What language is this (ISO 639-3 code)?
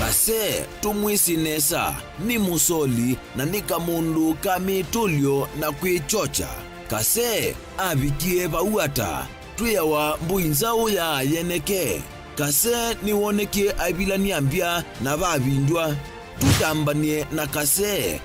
kam